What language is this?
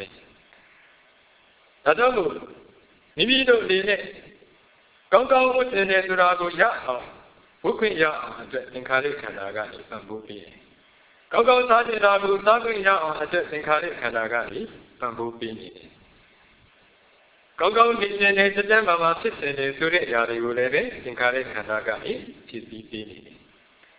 Burmese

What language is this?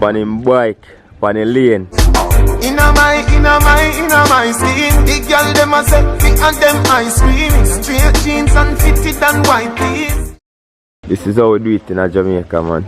Jamaican Creole English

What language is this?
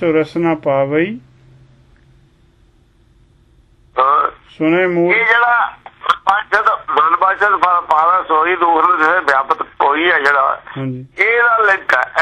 Punjabi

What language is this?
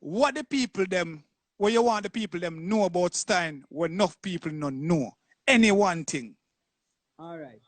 Jamaican Creole English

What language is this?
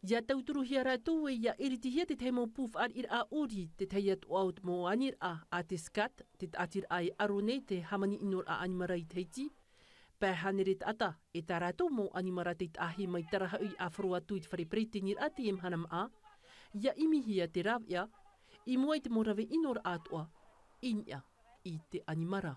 Tahitian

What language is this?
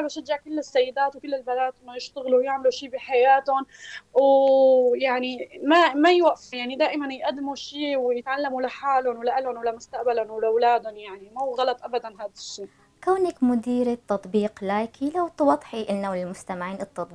North Levantine Arabic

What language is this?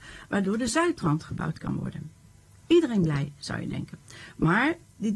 Dutch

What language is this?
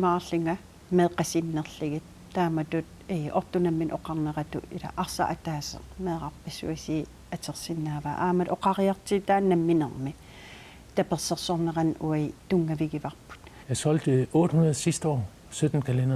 Kalaallisut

